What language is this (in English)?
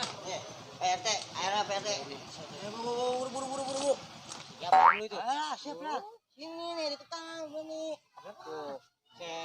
Betawi